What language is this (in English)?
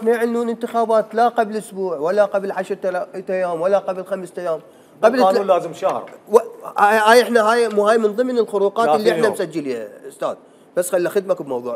Mesopotamian Arabic